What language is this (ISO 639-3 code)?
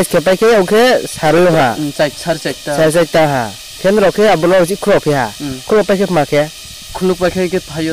ria